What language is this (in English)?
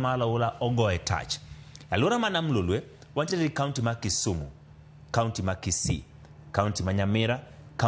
Luo (Kenya and Tanzania)